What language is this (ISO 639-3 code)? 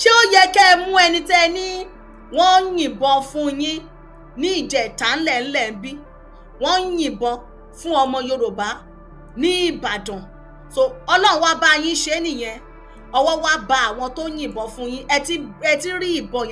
yor